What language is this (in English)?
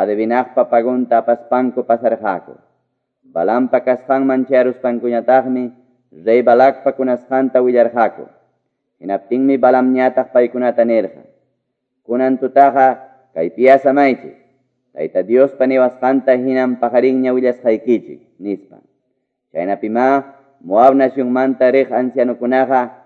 Quechua